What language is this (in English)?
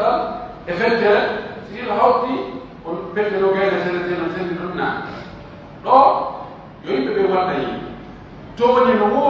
Pular